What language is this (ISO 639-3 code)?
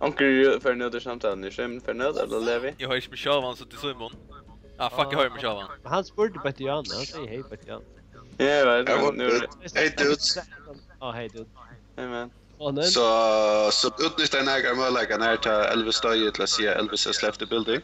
fao